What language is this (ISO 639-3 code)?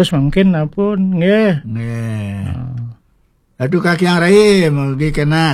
ban